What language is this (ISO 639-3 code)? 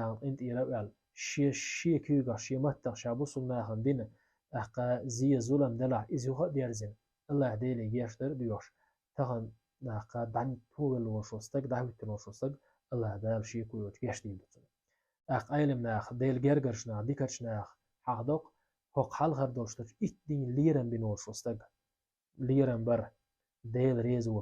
che